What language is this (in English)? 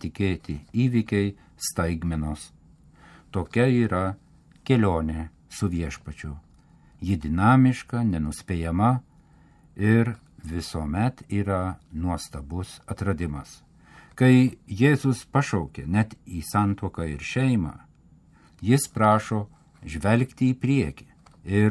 Lithuanian